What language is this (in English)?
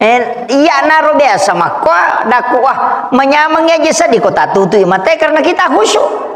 Buginese